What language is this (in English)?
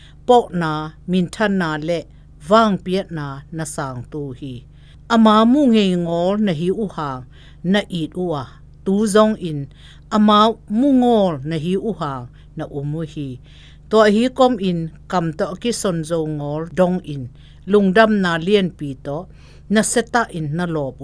Zou